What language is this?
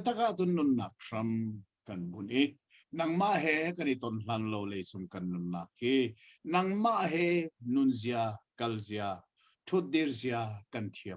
Hakha Chin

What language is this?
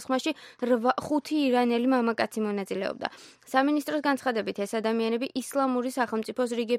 Georgian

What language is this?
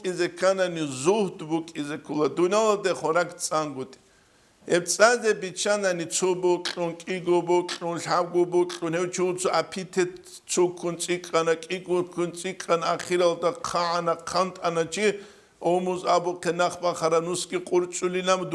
Avaric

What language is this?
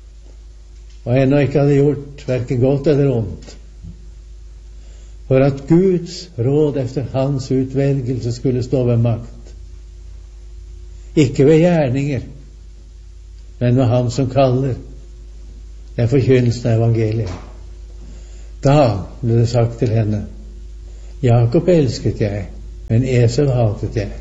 Norwegian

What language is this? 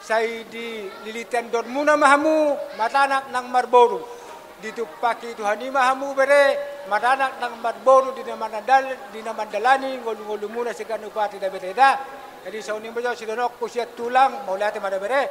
Batak Toba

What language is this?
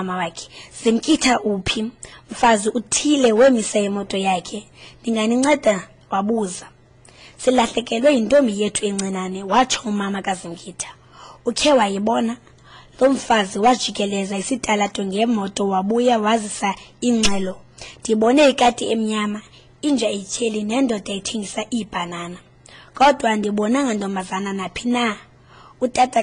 Xhosa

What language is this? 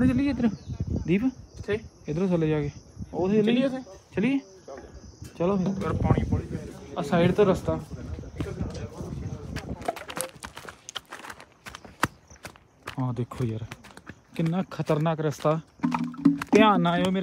Punjabi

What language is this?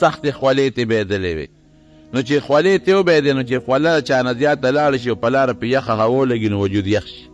Pashto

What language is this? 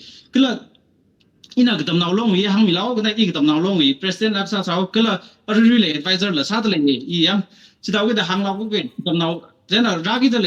Tangkhul Naga (India)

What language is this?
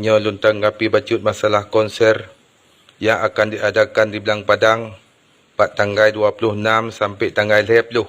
Achinese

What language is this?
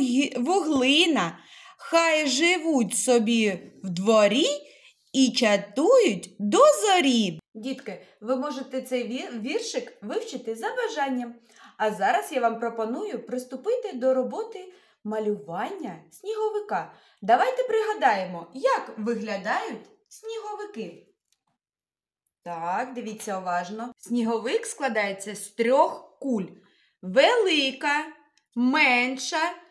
Ukrainian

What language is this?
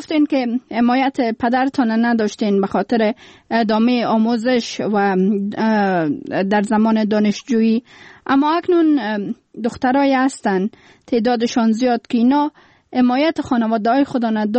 Persian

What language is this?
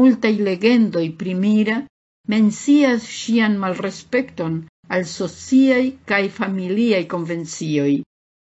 Esperanto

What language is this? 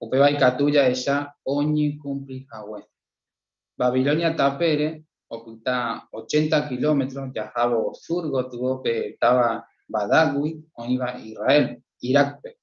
Guarani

